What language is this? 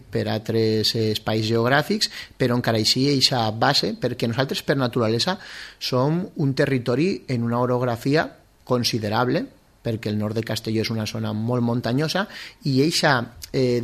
Catalan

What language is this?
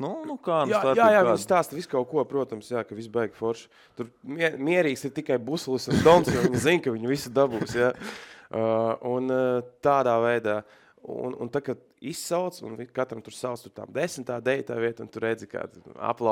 Latvian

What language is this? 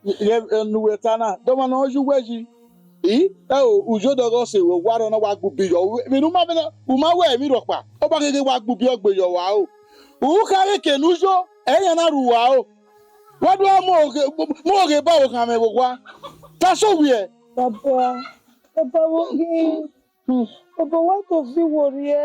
Bini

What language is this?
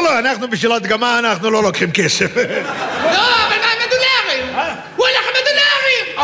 Hebrew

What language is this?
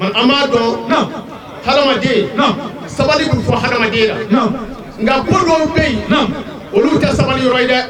Bambara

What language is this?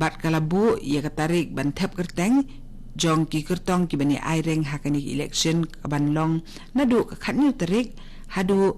Khasi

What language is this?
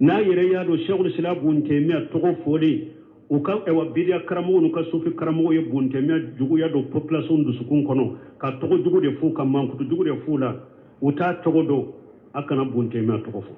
Bambara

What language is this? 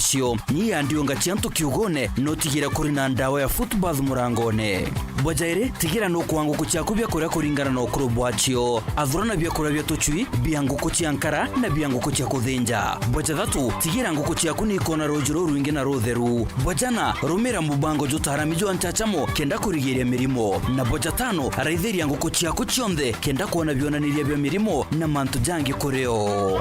Meru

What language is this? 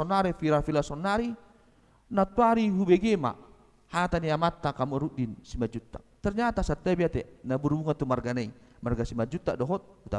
Batak Toba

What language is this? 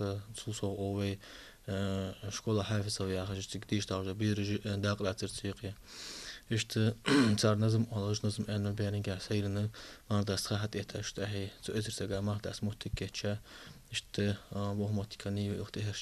Ingush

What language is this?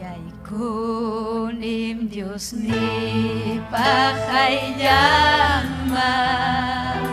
Ayacucho Quechua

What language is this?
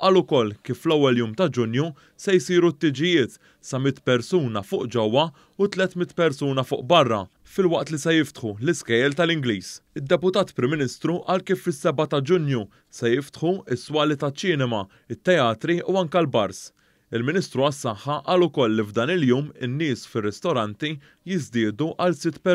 Maltese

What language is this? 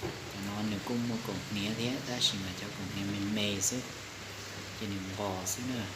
Hmong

